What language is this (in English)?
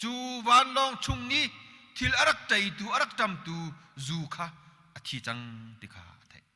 Hakha Chin